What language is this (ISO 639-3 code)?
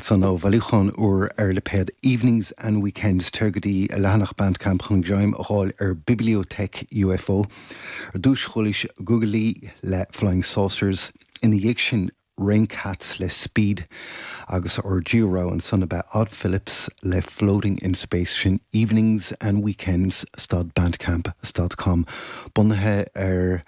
gle